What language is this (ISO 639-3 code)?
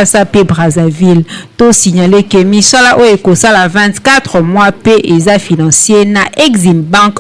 lin